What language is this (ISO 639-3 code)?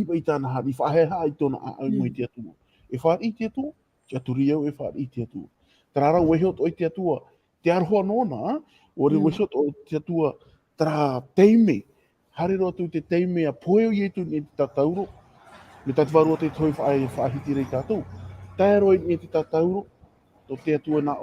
tah